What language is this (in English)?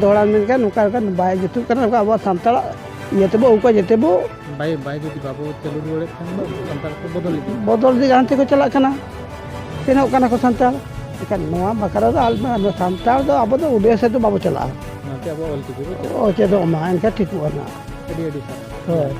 Santali